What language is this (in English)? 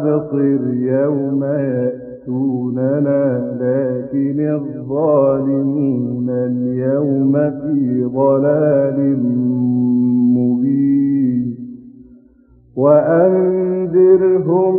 Arabic